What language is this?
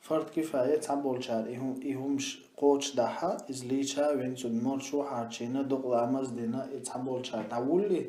Chechen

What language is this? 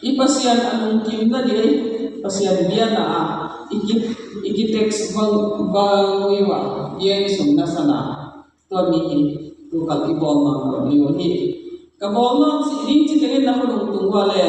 Tedim Chin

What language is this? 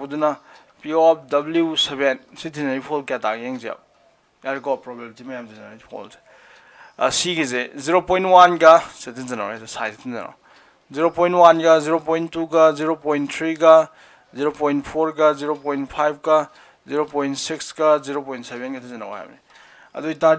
Manipuri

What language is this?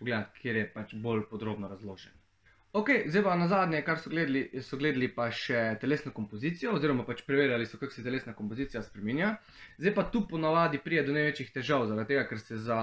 Slovenian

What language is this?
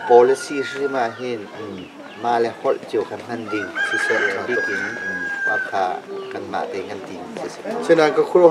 Hakha Chin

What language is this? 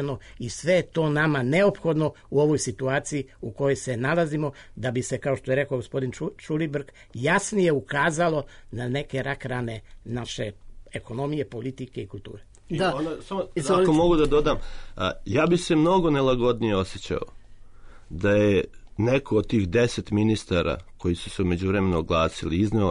Serbian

